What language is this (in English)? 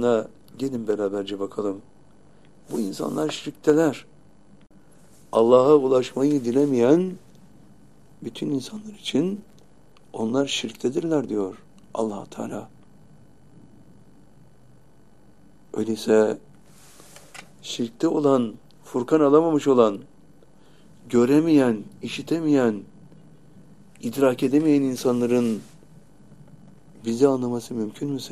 Turkish